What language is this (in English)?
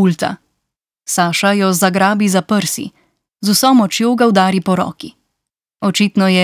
Slovenian